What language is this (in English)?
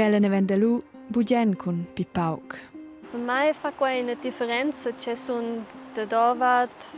Romansh